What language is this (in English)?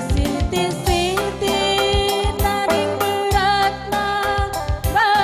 Batak Karo